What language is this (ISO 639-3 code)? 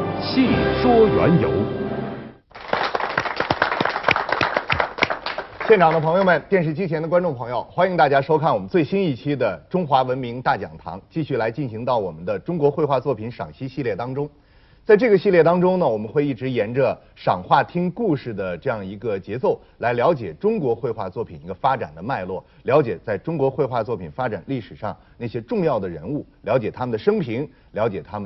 zho